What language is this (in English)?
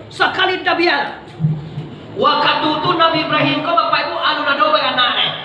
Minangkabau